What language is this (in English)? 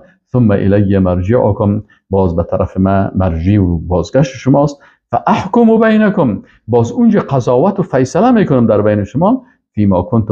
Persian